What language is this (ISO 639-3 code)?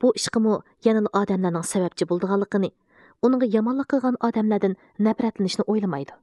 uig